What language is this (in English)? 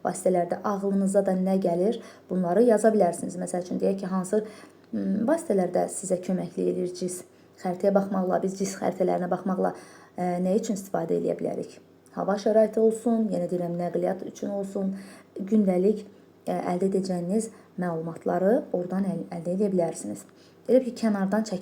Azerbaijani